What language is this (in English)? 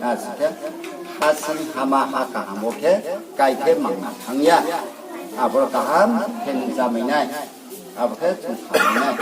Riang (India)